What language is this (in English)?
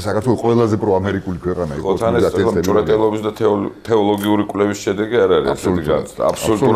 Georgian